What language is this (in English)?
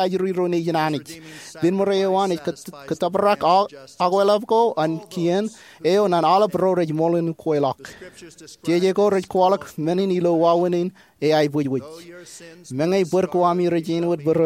Marshallese